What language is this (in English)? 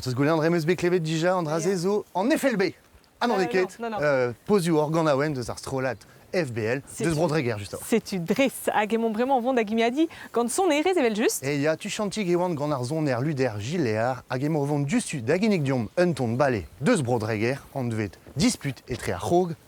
Breton